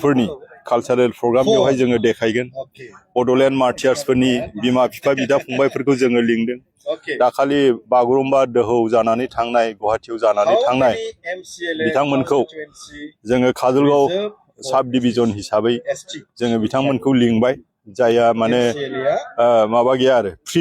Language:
Bodo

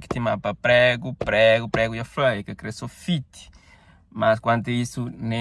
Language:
Kabuverdianu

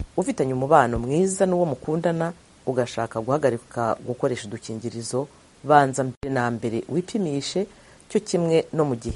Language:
Kinyarwanda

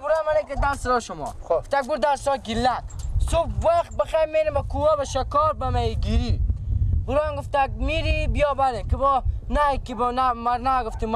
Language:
Persian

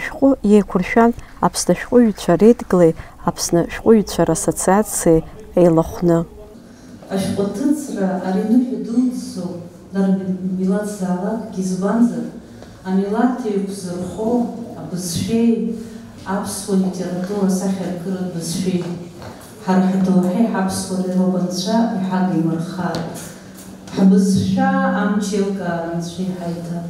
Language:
Abkhazian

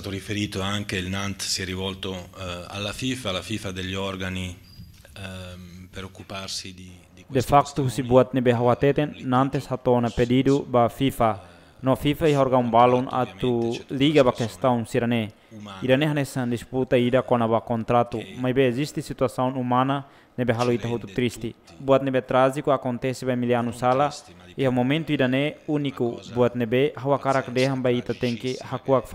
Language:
Tetum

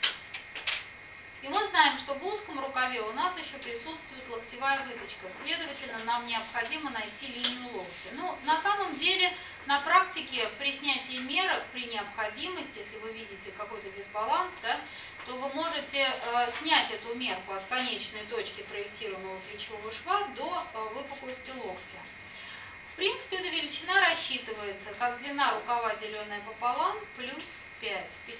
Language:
Russian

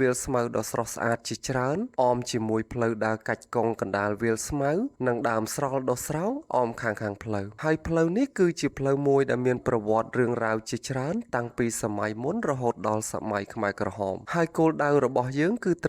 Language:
Khmer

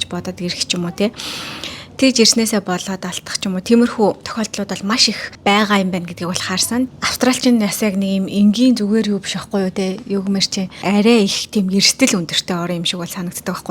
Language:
Mongolian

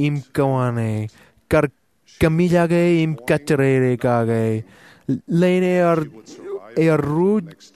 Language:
Marshallese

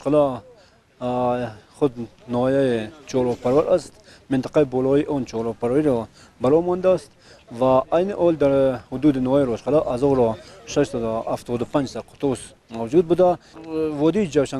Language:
Tajik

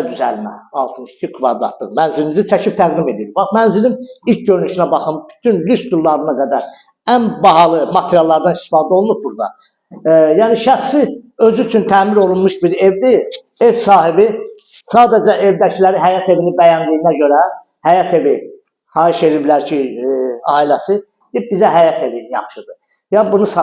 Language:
Azerbaijani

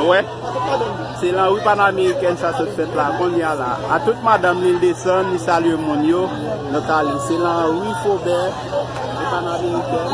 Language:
Haitian Creole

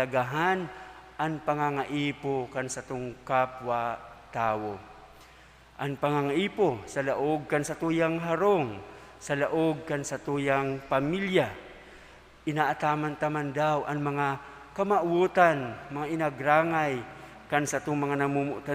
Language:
Bikol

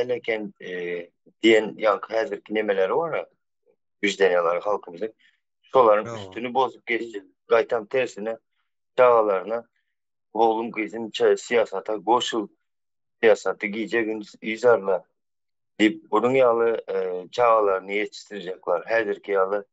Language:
Turkmen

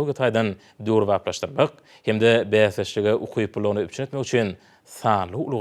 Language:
Turkmen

